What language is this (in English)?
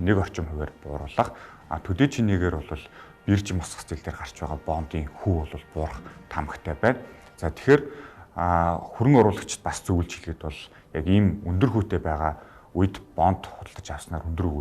Mongolian